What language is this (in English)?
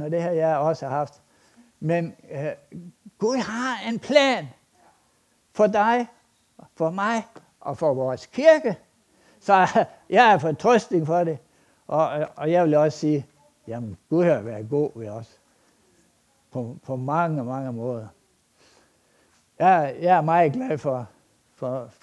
Danish